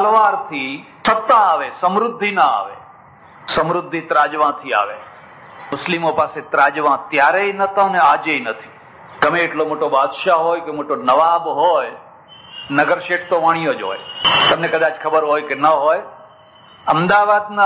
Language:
Gujarati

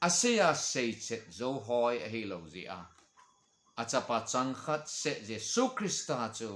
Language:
Thado Chin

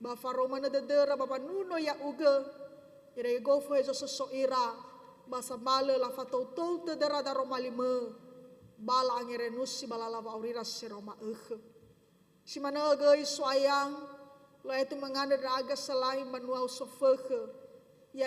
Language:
Nias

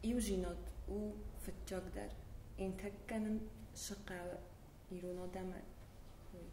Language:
Ossetic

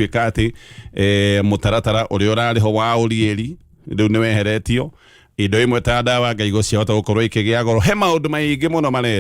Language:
Kikuyu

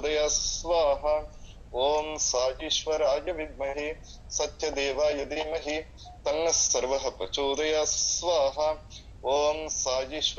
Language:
Telugu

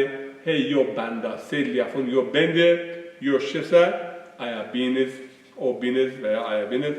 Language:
Zaza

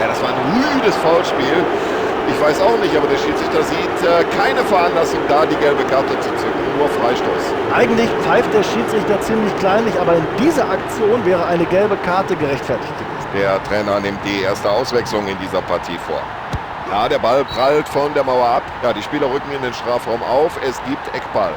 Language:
Bavarian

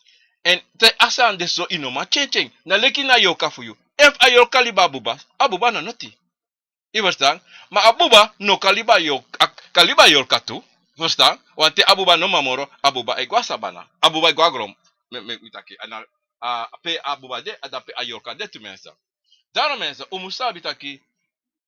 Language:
Sranan Tongo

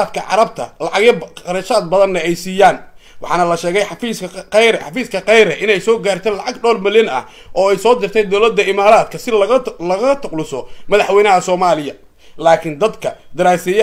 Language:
Somali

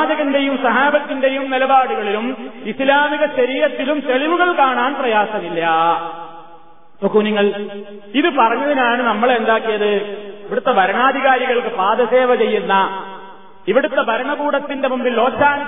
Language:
Malayalam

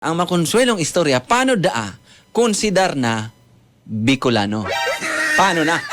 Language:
Bikol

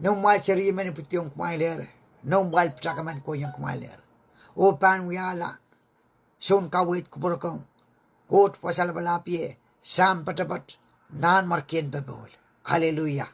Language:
Pohnpeian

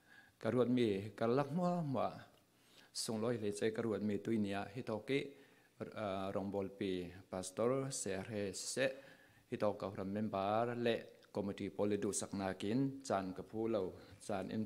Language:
Falam Chin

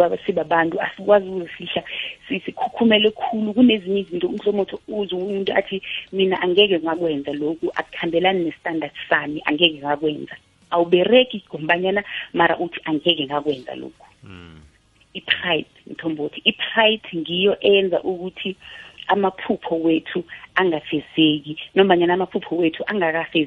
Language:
South Ndebele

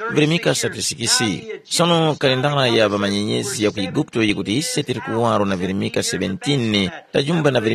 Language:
Tumbuka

